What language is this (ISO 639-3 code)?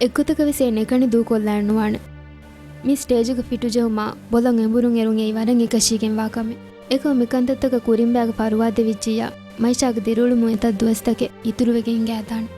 div